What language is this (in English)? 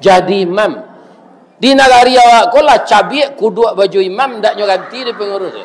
Minangkabau